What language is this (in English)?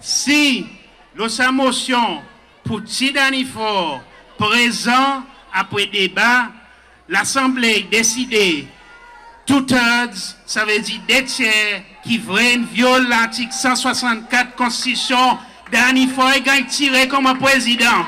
Seselwa Creole French